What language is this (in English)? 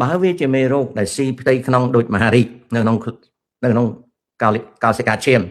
Khmer